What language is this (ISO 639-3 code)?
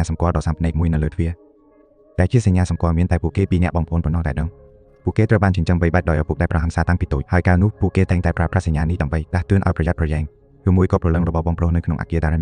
khm